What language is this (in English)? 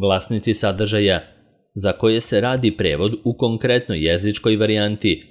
Serbian